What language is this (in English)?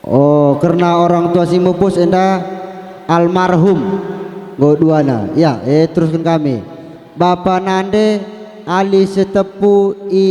Batak Karo